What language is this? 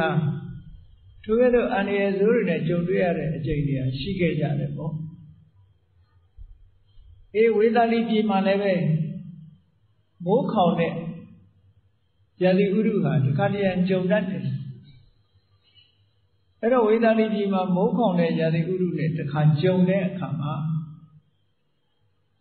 Burmese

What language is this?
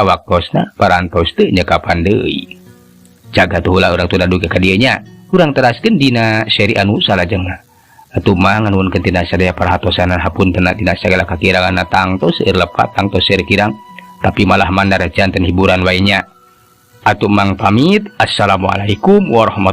Sundanese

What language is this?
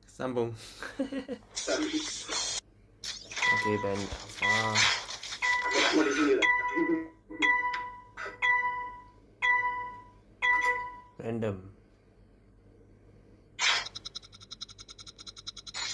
Malay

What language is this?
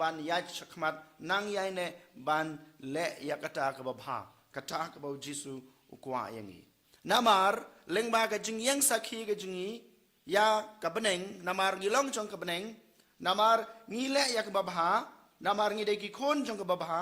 Khasi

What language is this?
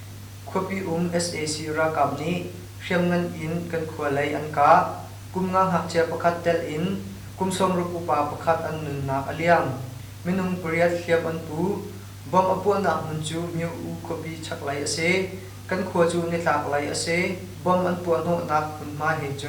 Hakha Chin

